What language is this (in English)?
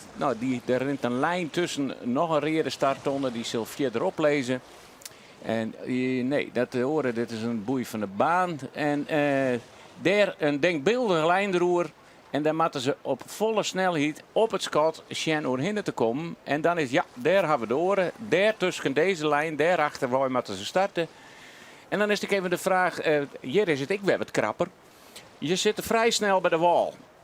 Western Frisian